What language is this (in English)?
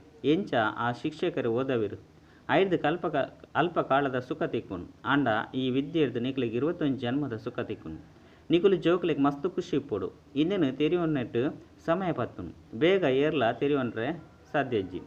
Tulu